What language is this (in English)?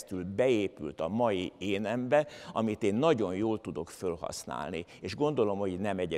Hungarian